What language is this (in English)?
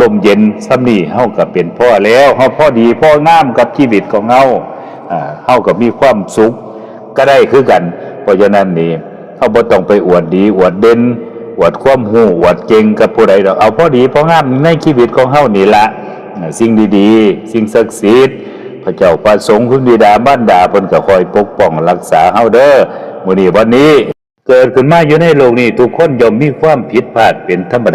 Lao